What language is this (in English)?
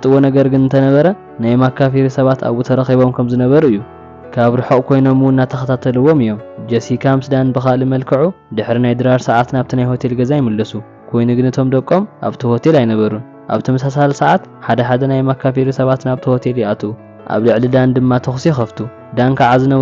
Tigrinya